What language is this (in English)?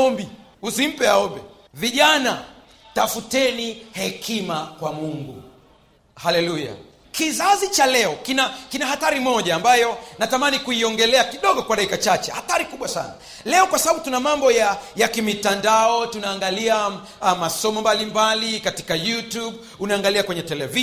Swahili